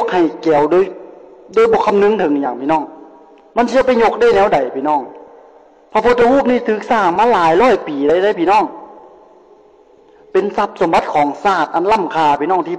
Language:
Lao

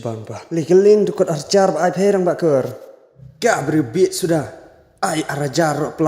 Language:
Khasi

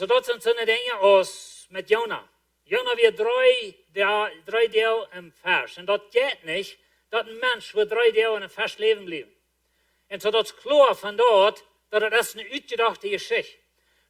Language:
Plautdietsch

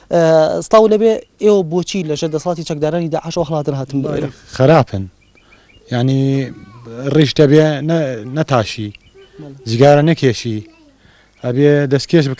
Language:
Central Kurdish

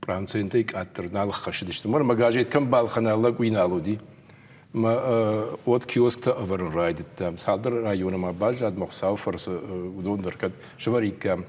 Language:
Ossetic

